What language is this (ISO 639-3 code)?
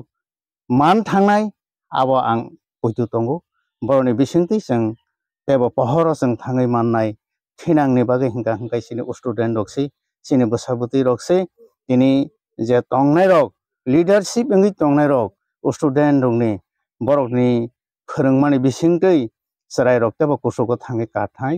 trp